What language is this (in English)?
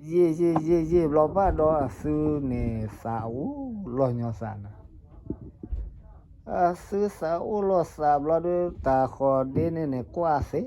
S'gaw Karen